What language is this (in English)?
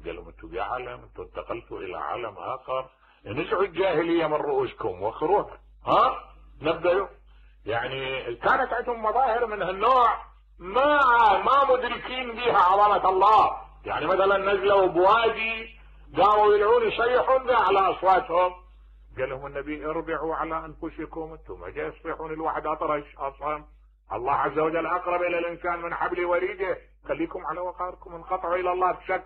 Mesopotamian Arabic